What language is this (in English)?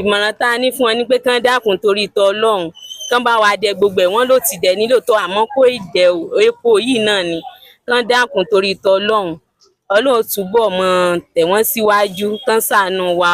Yoruba